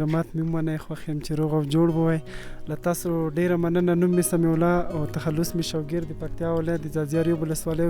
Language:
Pashto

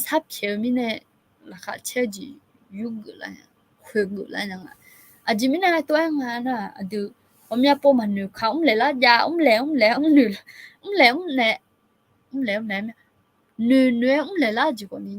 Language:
Akha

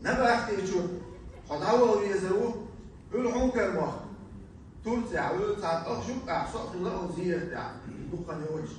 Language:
Chechen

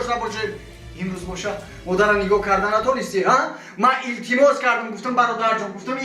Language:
Tajik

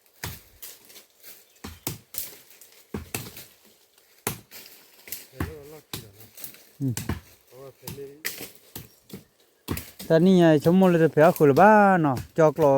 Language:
S'gaw Karen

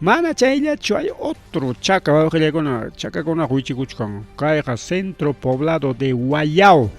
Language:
Ayacucho Quechua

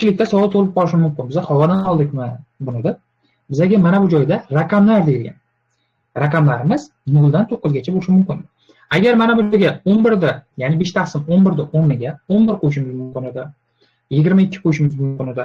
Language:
Uzbek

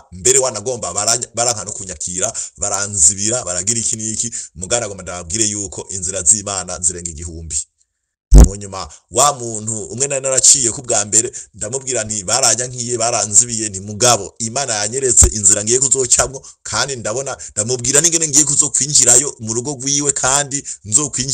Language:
Rundi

